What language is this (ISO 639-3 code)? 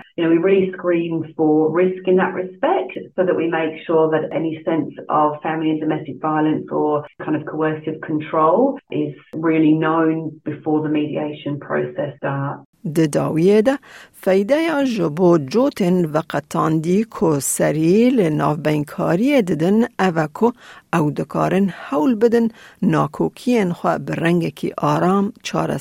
kur